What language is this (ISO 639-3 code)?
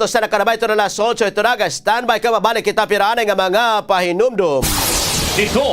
war